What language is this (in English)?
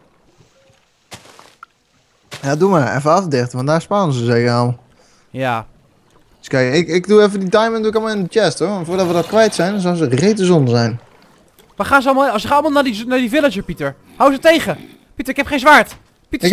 Dutch